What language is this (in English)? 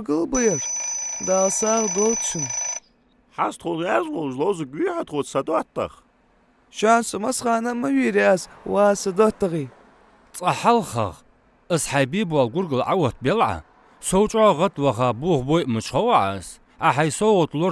Ingush